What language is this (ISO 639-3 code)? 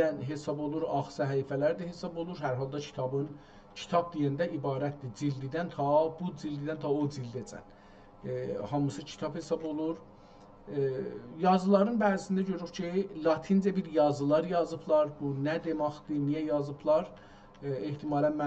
azb